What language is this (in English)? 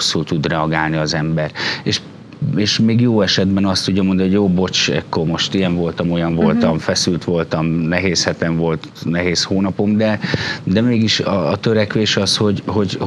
Hungarian